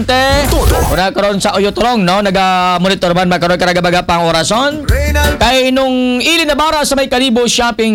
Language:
Aklanon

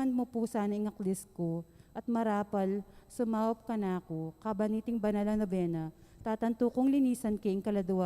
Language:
Pampanga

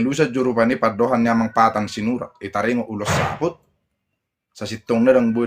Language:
Batak Toba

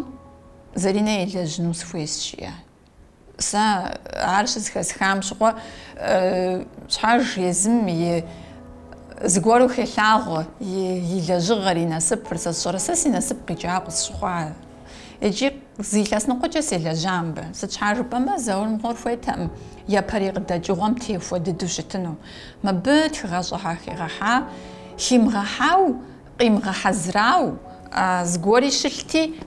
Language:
Kabardian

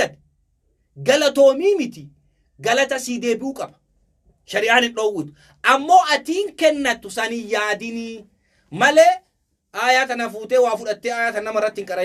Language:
Oromo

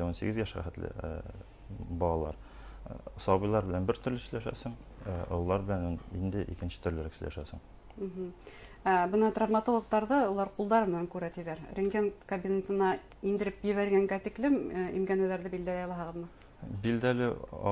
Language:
Bashkir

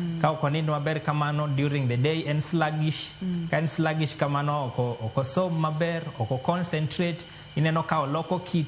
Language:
Luo (Kenya and Tanzania)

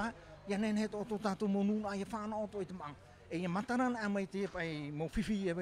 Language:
Tahitian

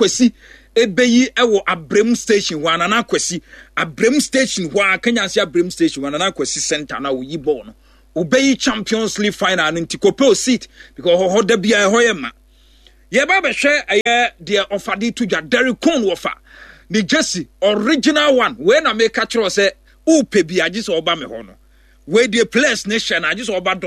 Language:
Akan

